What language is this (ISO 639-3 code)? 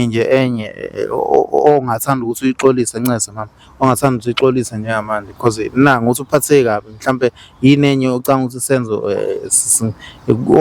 zul